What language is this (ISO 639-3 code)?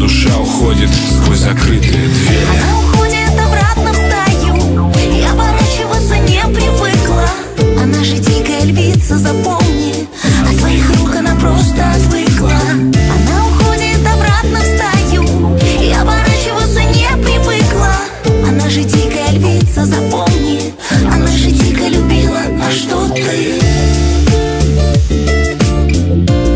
rus